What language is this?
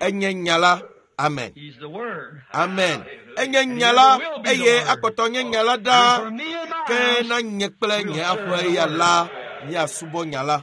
Ewe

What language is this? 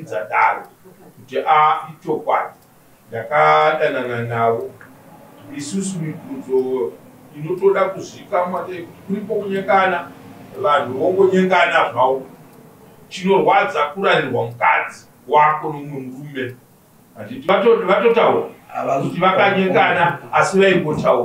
Shona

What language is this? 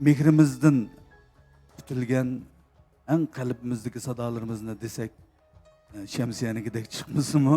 Uyghur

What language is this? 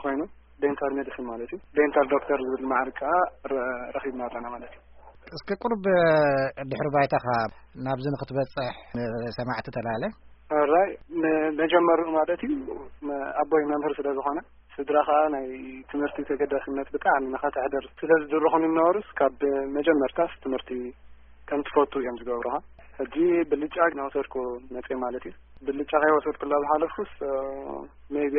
Tigrinya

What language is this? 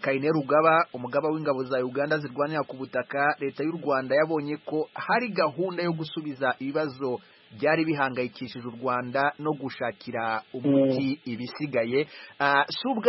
Kinyarwanda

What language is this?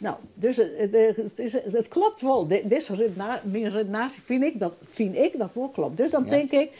Western Frisian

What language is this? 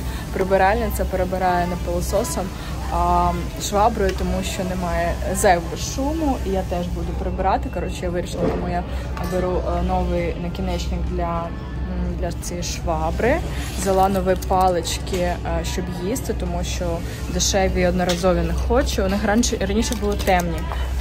Ukrainian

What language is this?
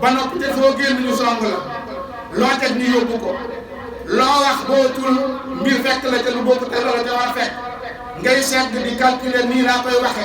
Wolof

